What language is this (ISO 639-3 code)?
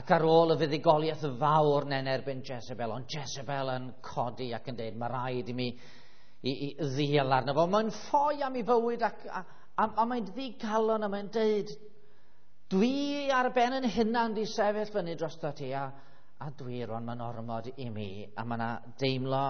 cym